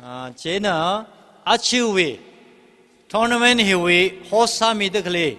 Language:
Tangkhul Naga (India)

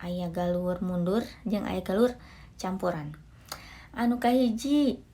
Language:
Sundanese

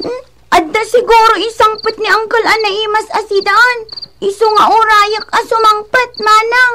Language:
Iloko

